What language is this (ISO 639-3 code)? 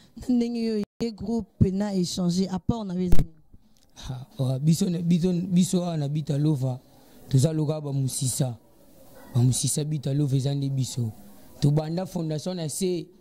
lin